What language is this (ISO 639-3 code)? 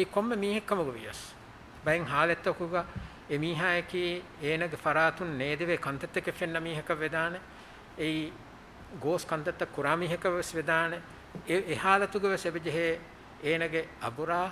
div